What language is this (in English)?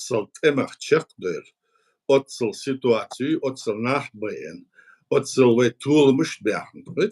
Chechen